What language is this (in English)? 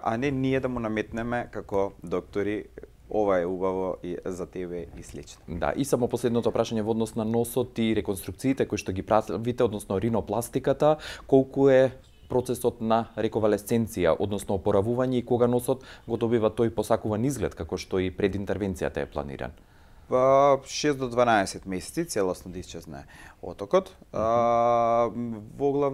Macedonian